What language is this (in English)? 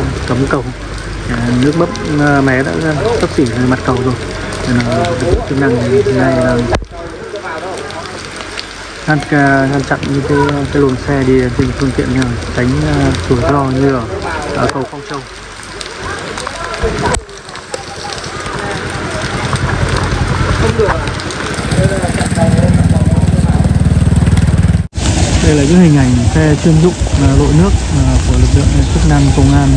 Vietnamese